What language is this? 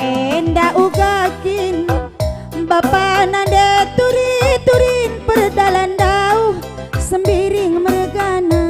Batak Karo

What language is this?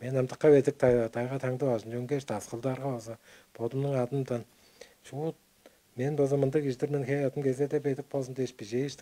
Tuvinian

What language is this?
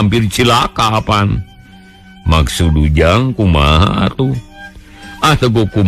Sundanese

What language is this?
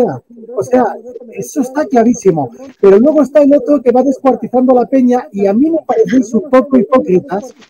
Spanish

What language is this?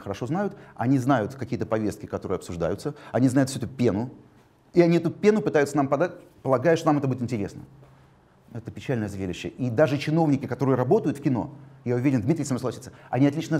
Russian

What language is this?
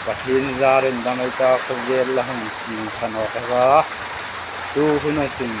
Hmar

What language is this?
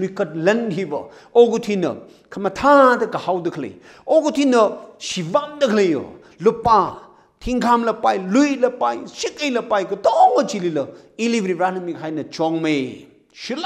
Tangkhul Naga (India)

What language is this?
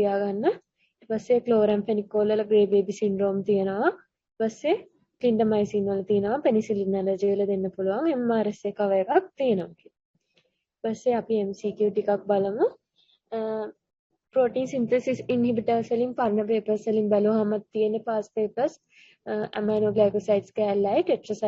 Sinhala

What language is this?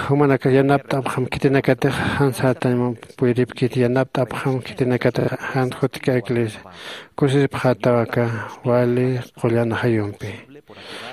Aymara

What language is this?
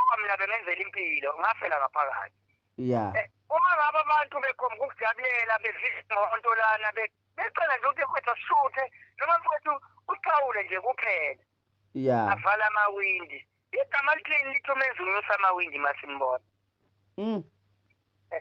Zulu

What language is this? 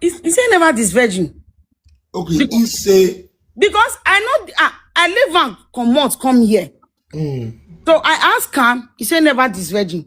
Nigerian Pidgin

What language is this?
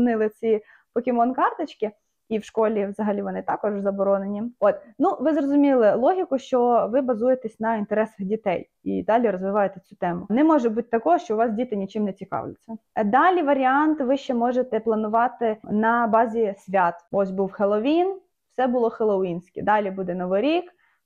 Ukrainian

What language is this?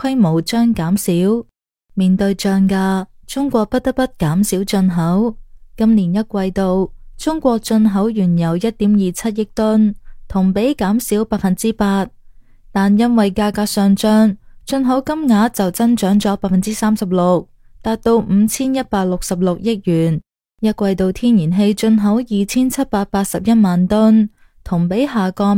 Cantonese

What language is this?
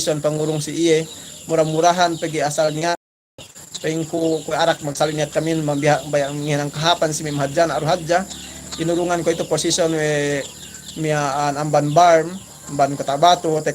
Yakan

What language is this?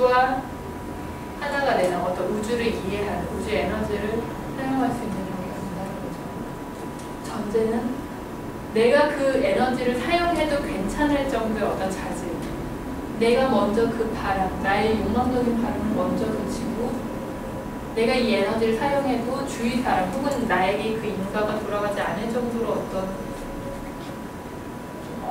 Korean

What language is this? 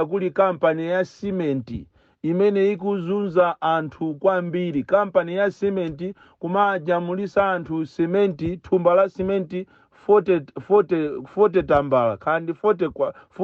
Nyanja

